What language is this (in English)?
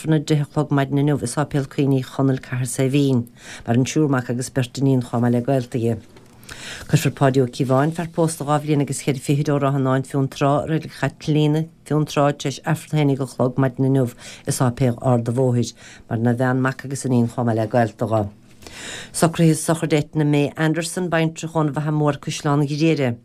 Irish